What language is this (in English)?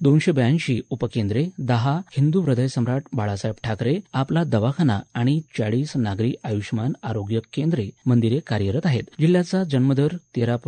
Marathi